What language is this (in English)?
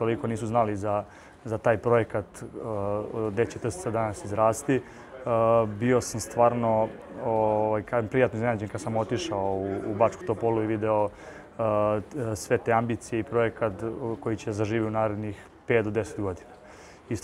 Serbian